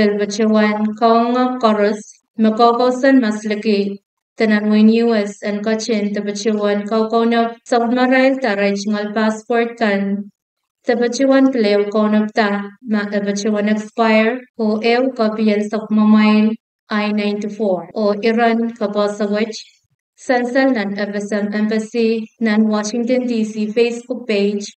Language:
Pohnpeian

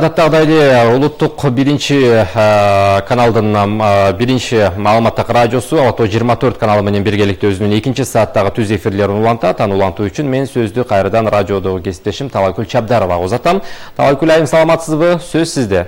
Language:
Kyrgyz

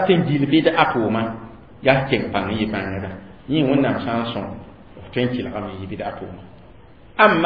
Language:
Mossi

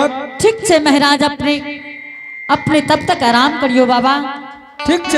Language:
Angika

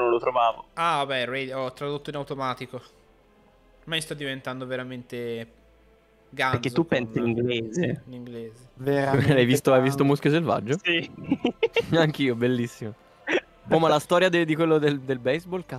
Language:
Italian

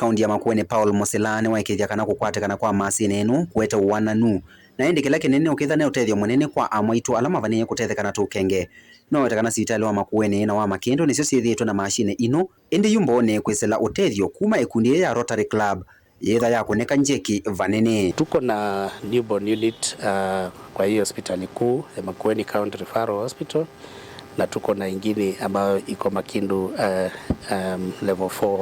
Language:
Kamba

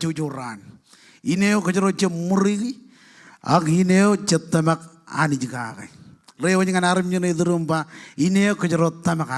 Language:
Marshallese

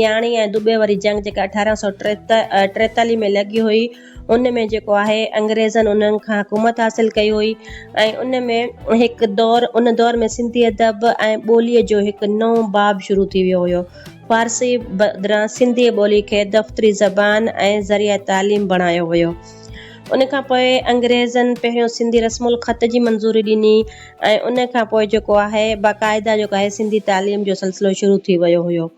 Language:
Sindhi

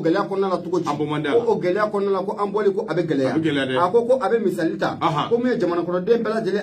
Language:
Bambara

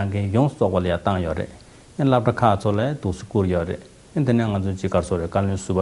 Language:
Tibetan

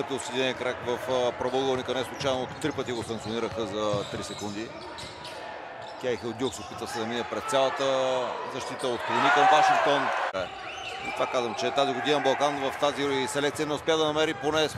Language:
Bulgarian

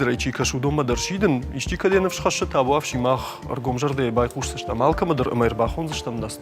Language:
Ossetic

